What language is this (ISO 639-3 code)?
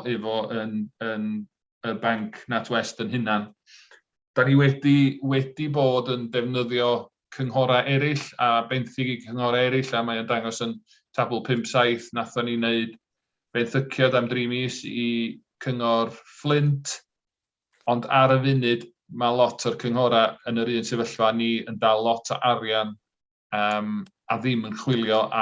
cym